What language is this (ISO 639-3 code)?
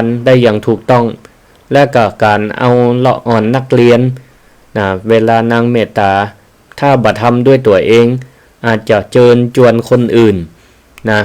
nod